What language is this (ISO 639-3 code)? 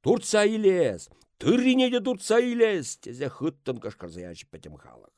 chv